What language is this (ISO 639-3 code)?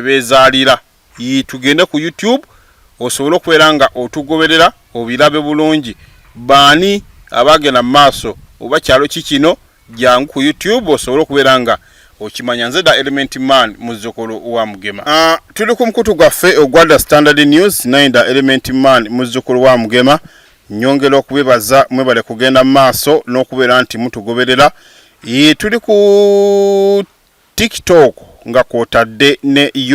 lug